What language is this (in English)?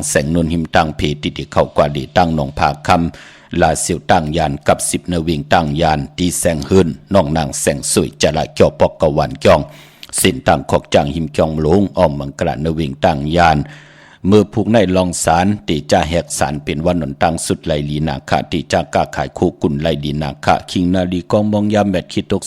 Shan